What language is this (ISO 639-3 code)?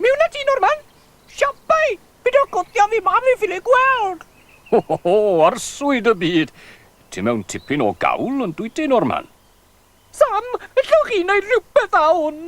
cym